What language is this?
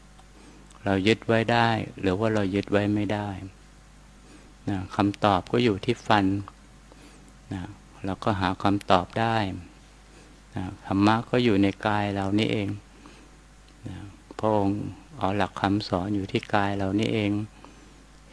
Thai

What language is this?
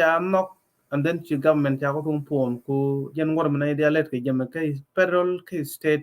Nuer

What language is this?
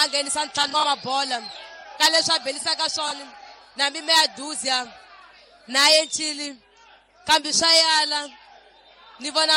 Tsonga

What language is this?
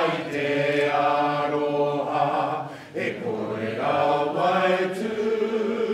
Māori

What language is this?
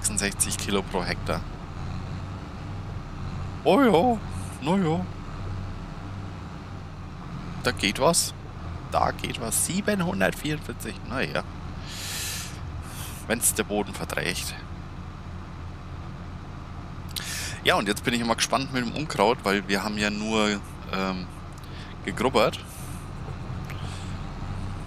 German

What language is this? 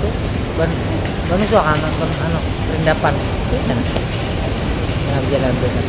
Banjar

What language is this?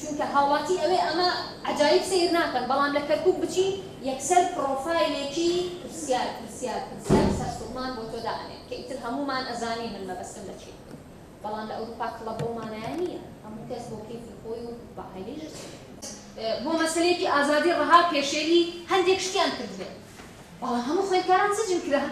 Central Kurdish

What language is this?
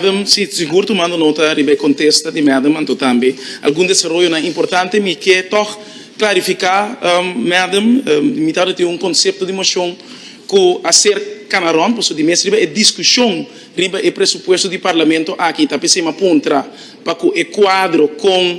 Papiamento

